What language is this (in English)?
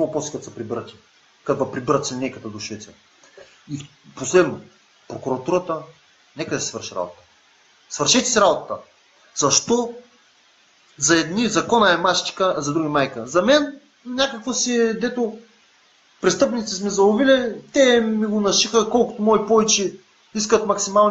Bulgarian